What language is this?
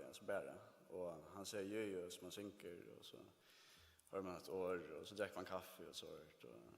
Faroese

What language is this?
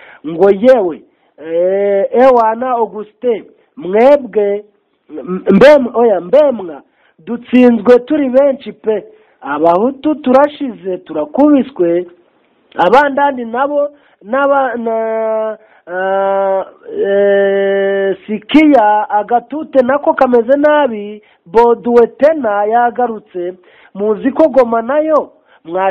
Kinyarwanda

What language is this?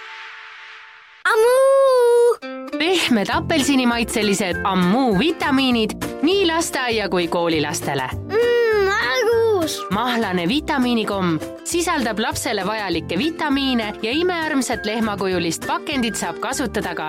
Estonian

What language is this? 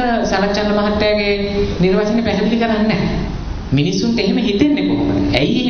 Sinhala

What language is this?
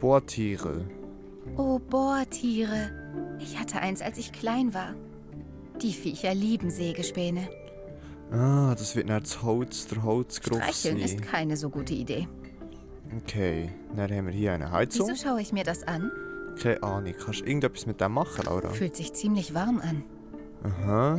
Swiss German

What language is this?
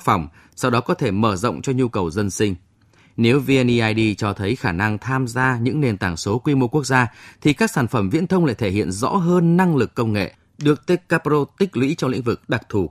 Vietnamese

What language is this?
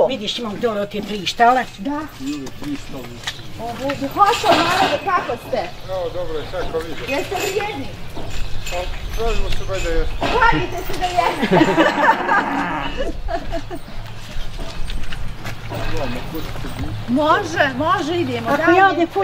Bosnian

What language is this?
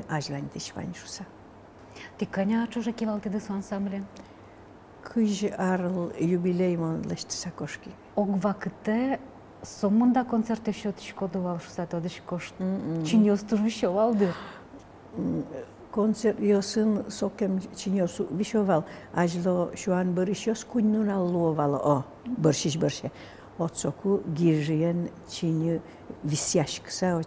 Udmurt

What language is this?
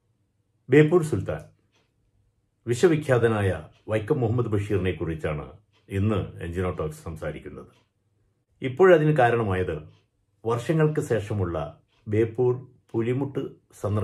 Malayalam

